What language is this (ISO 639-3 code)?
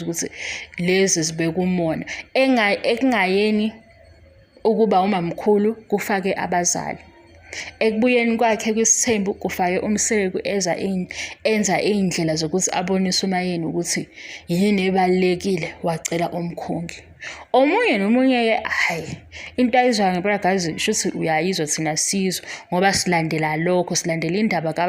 zul